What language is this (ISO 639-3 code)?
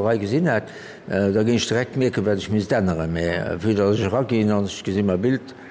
ltz